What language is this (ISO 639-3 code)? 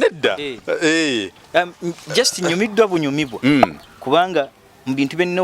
lug